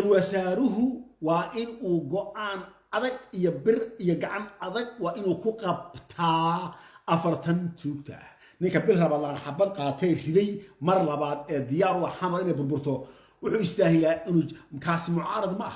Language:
Somali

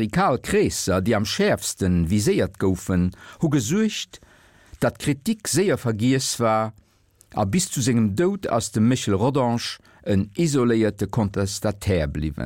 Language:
Luxembourgish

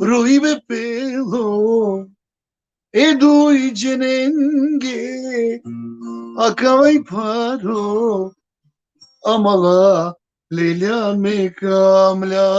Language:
Balkan Romani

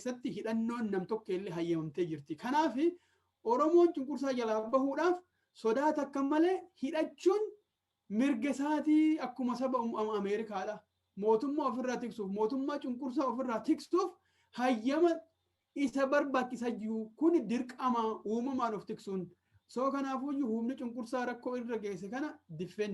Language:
Oromo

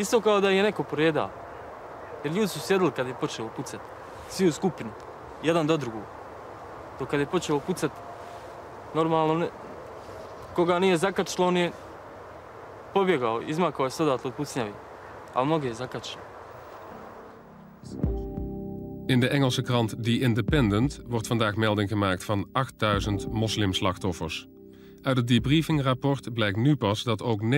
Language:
Dutch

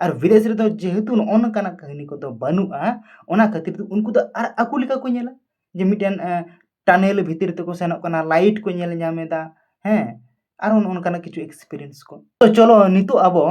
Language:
Santali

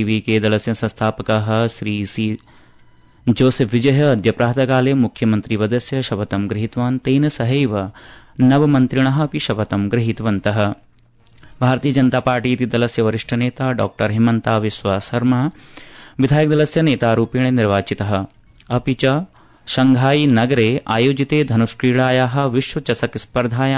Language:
Sanskrit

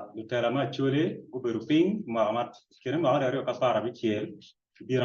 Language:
Acoli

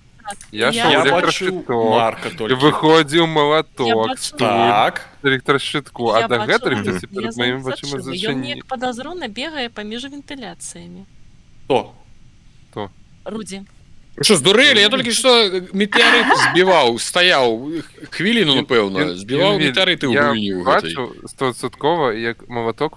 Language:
Belarusian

